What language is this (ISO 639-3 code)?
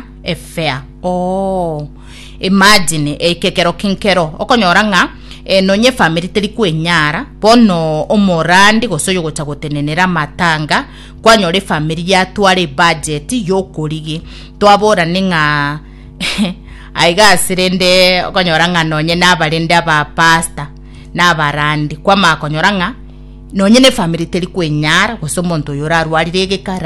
guz